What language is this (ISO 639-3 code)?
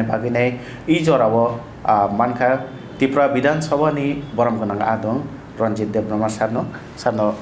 trp